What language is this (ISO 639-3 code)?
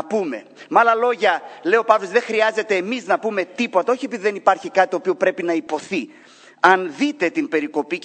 ell